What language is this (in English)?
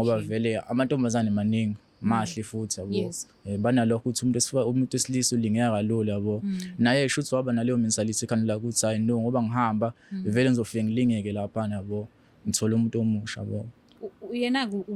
Zulu